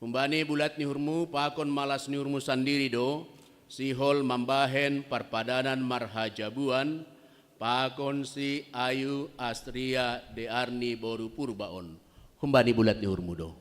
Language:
Batak Simalungun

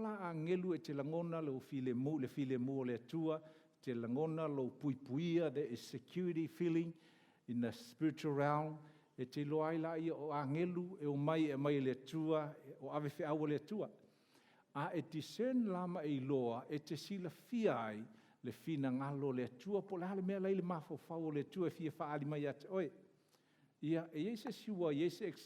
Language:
Samoan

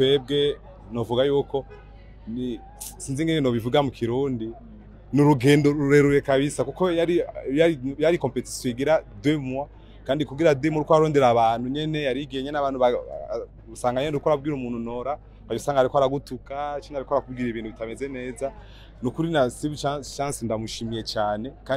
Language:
Rundi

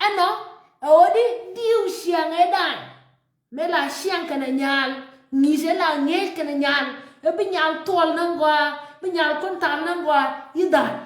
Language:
Nuer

